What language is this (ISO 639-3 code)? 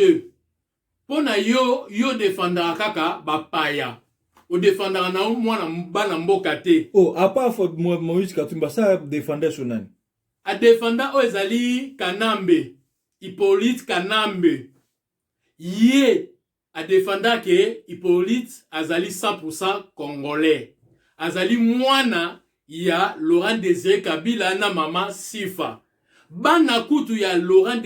lin